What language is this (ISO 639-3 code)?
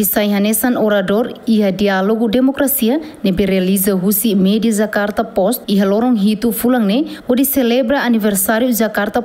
tet